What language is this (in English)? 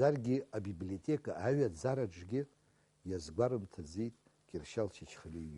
Abkhazian